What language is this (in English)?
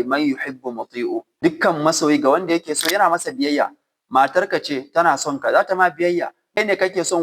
Hausa